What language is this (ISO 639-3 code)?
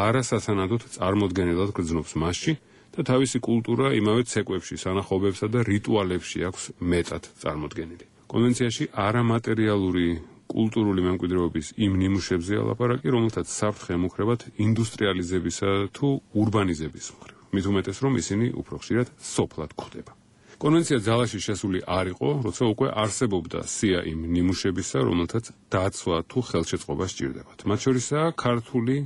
kat